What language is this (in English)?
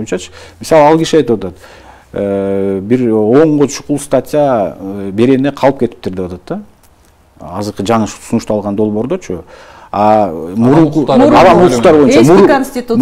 Kyrgyz